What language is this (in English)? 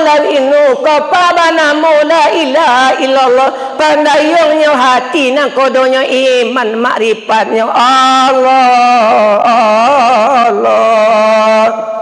Minangkabau